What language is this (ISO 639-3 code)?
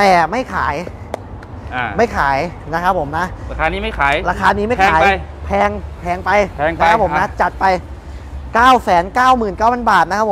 tha